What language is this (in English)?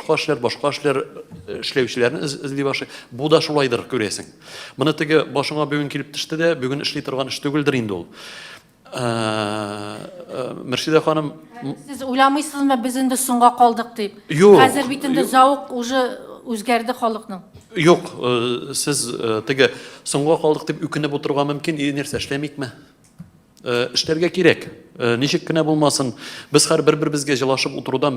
Tatar